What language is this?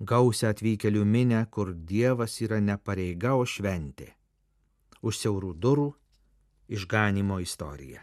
Lithuanian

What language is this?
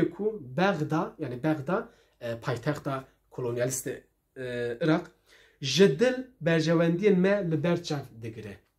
Kurdish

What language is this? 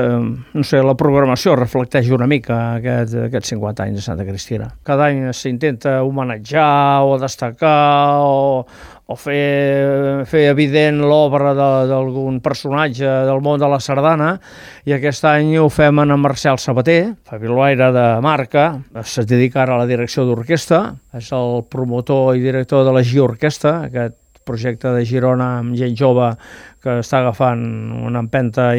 Catalan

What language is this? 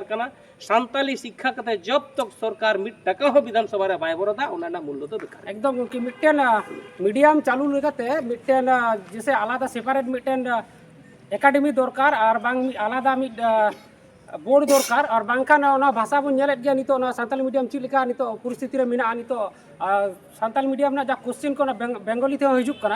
Santali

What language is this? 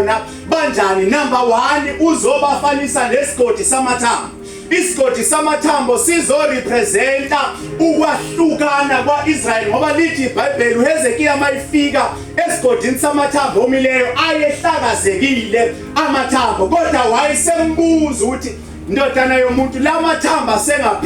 Zulu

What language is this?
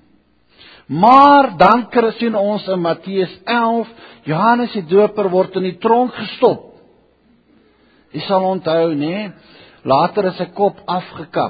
Afrikaans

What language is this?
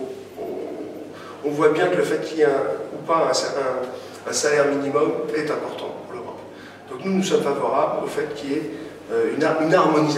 French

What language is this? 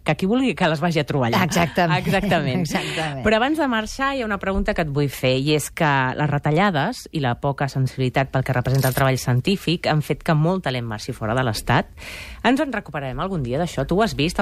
Catalan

